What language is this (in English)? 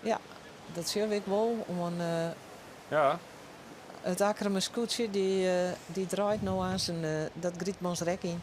Western Frisian